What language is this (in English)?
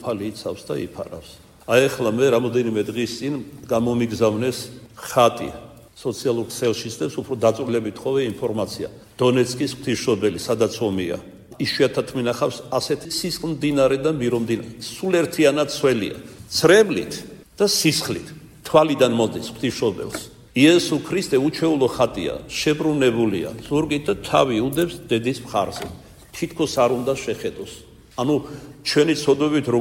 Georgian